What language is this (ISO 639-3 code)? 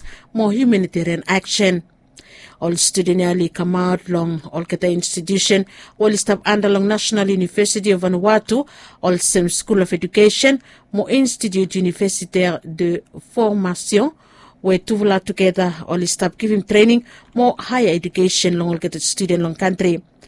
bis